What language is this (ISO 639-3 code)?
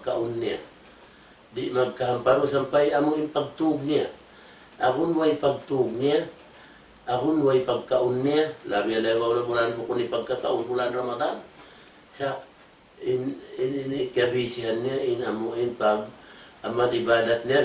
tsg